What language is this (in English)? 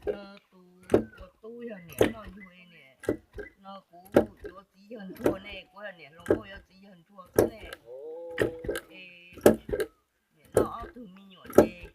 Hmong